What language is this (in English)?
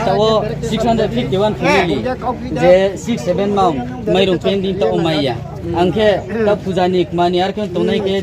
Riang (India)